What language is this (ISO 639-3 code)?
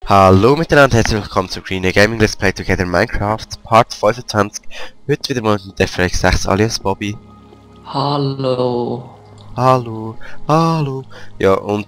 gsw